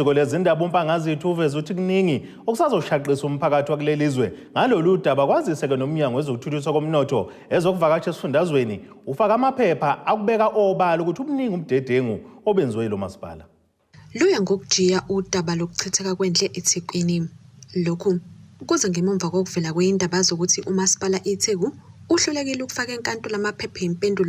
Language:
Zulu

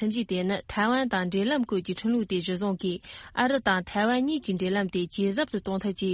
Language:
Tibetan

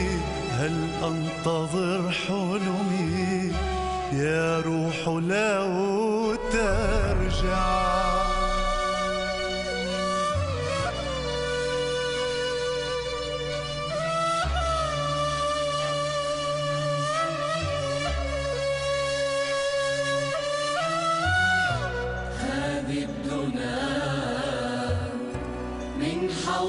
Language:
Arabic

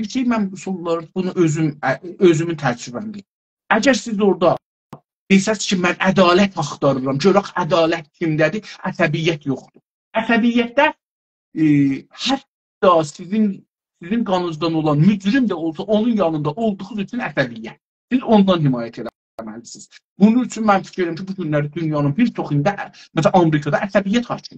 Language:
South Azerbaijani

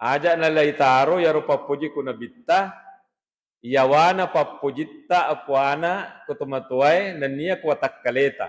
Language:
Buginese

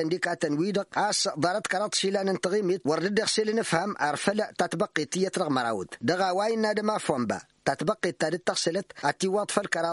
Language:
Tamasheq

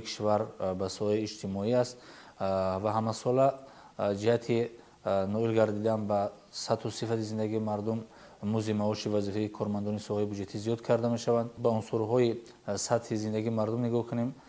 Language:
Tajik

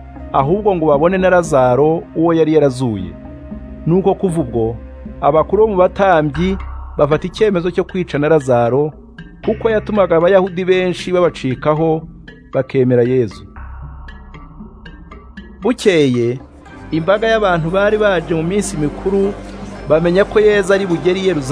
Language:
Kinyarwanda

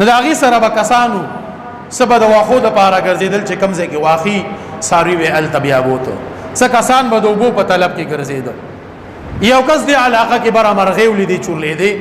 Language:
Pashto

